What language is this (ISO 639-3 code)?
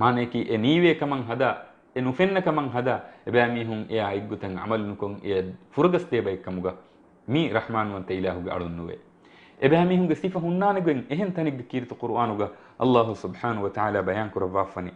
div